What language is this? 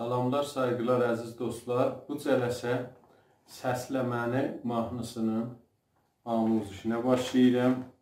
South Azerbaijani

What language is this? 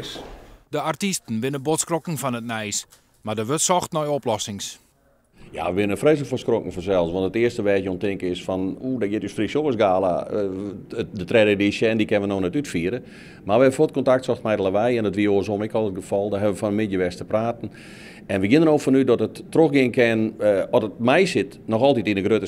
Western Frisian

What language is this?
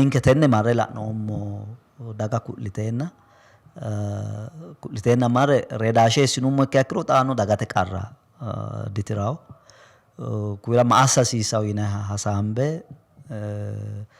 Sidamo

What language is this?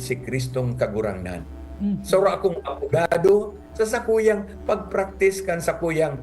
Bikol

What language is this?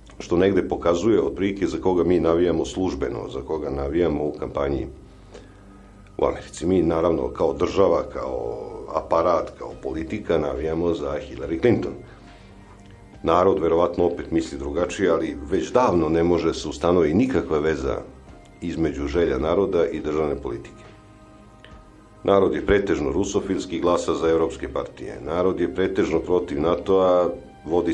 Serbian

